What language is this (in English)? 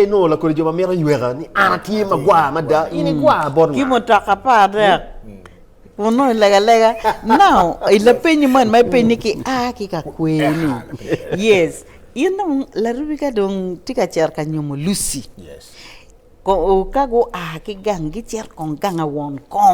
Acoli